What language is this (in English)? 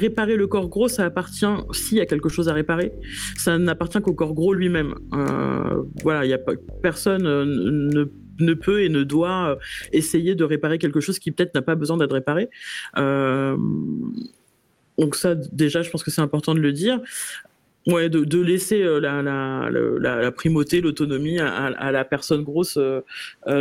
French